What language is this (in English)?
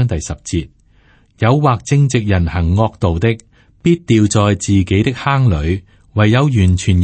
Cantonese